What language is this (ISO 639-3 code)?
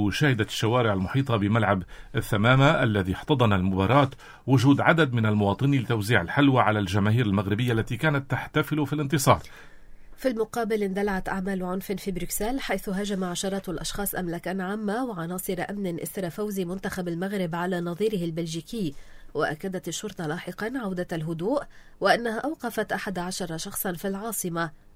ara